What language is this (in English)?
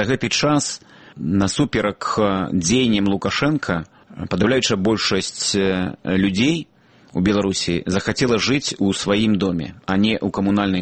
Belarusian